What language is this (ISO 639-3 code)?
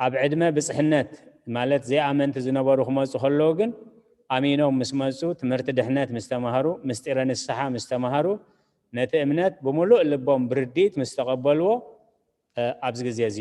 tir